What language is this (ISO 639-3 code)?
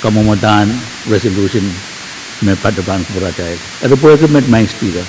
pon